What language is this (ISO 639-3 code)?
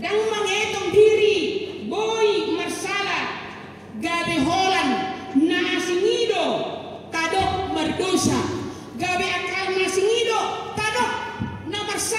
bbc